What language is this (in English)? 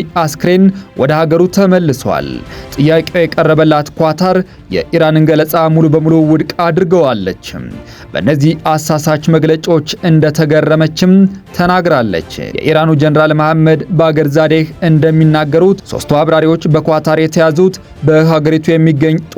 Amharic